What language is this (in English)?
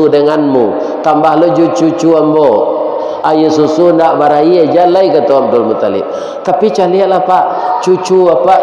Minangkabau